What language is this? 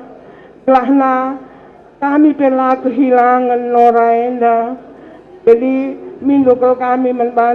Batak Karo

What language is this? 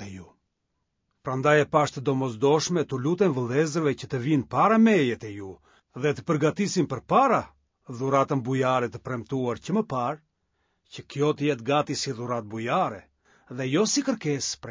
Albanian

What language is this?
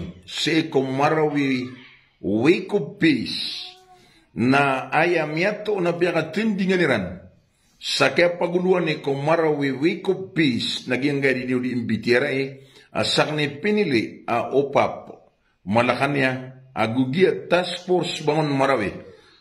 Maranao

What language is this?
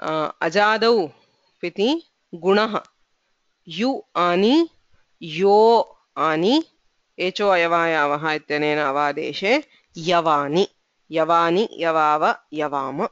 Sanskrit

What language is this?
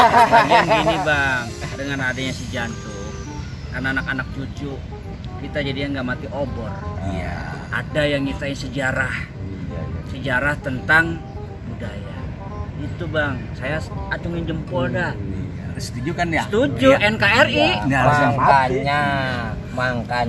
Betawi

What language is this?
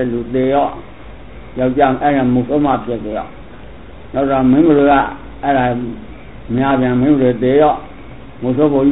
Burmese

